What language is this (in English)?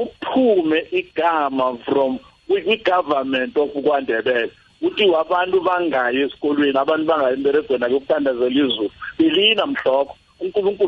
South Ndebele